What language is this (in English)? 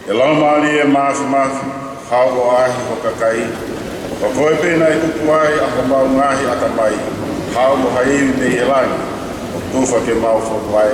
Tongan